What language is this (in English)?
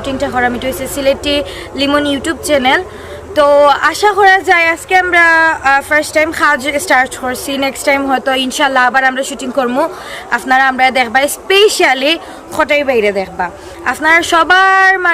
Sylheti